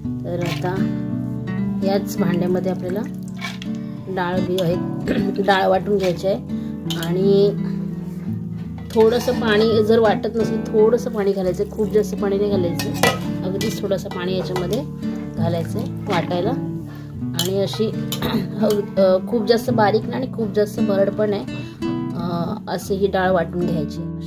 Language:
Marathi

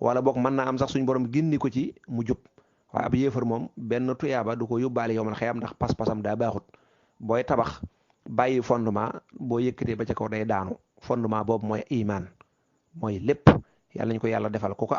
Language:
Wolof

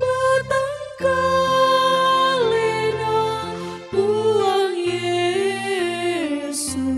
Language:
Toraja-Sa'dan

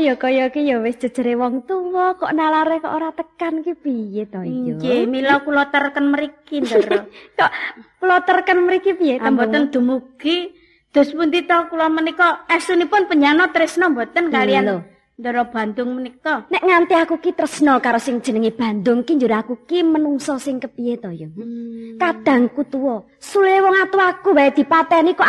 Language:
Javanese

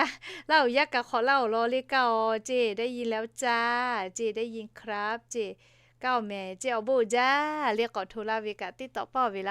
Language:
Lahu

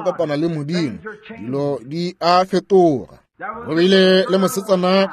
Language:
Northern Sotho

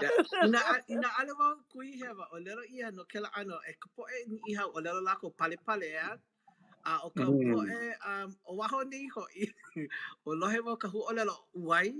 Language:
Hawaiian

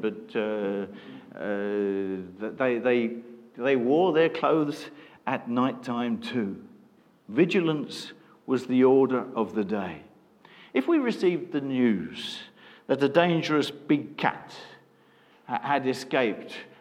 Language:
English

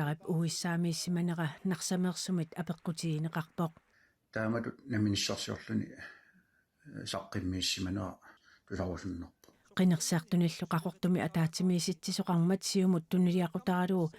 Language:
Kalaallisut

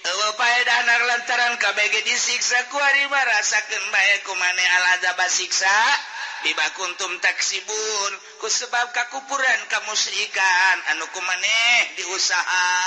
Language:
Sundanese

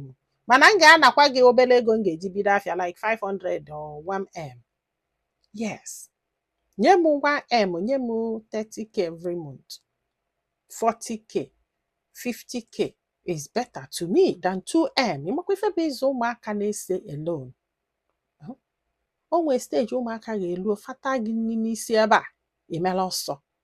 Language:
Igbo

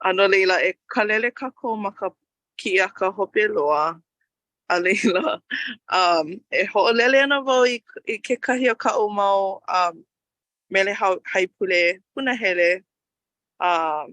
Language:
Hawaiian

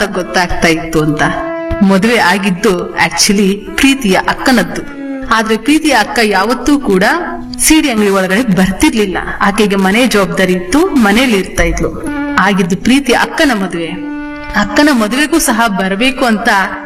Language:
Kannada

